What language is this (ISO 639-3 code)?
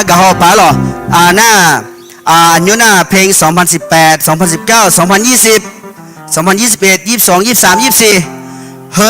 ahk